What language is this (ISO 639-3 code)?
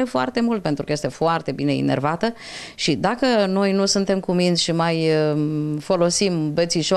ron